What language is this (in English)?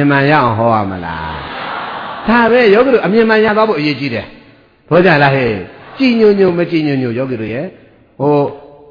Burmese